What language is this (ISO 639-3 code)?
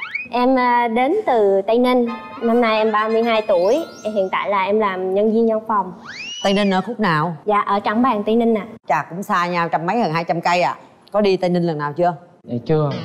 vie